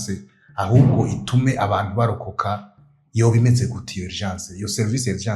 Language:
Rundi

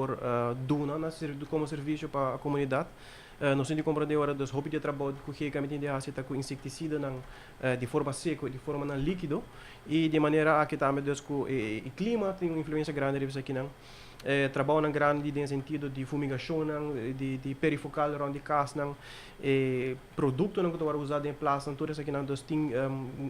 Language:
Papiamento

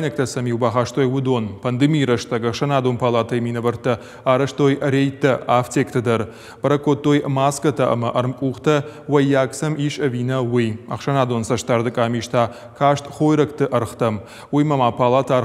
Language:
Ossetic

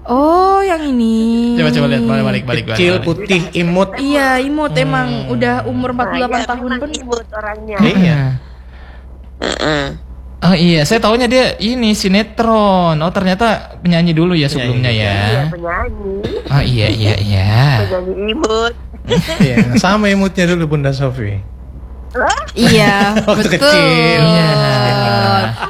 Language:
Indonesian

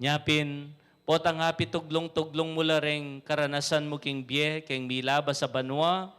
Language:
Pampanga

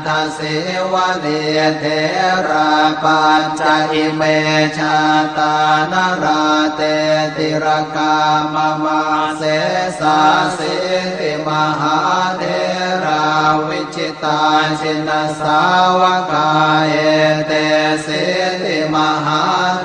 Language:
Pali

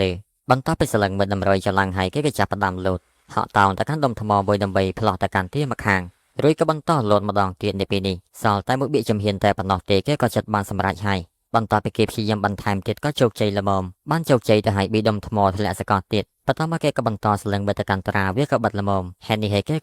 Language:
Khmer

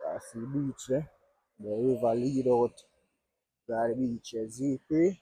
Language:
Jamaican Creole English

